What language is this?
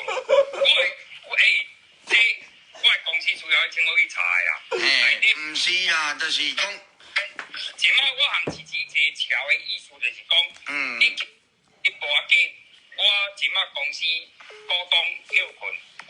Min Nan Chinese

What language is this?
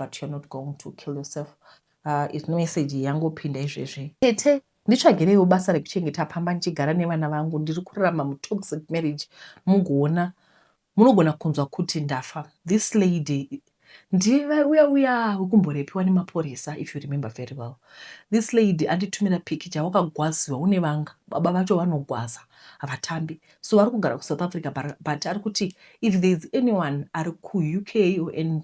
Shona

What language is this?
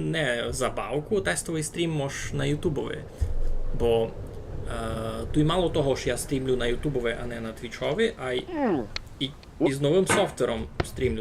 Rusyn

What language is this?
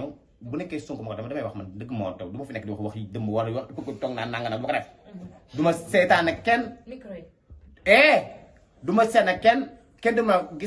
Wolof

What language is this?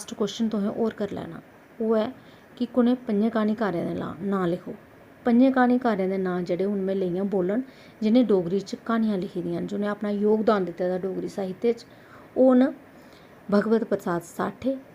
Dogri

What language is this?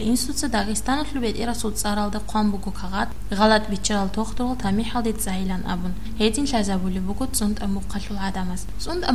Avaric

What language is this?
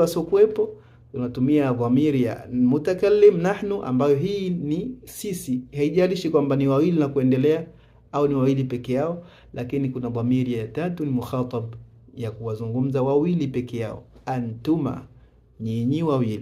Swahili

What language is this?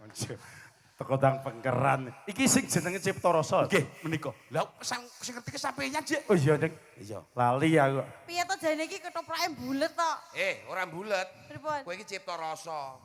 Javanese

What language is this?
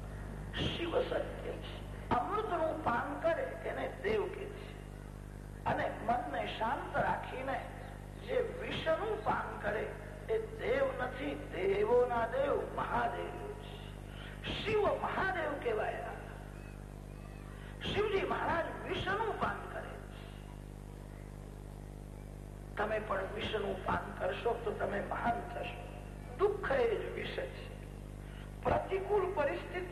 Gujarati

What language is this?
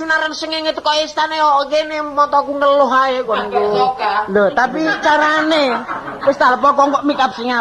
Javanese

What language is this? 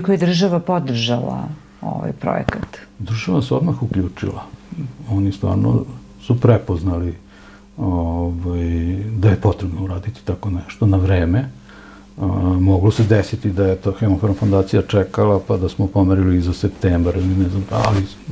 Serbian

